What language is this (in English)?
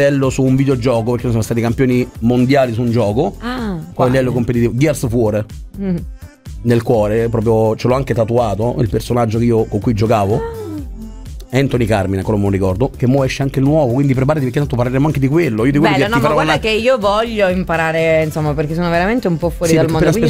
Italian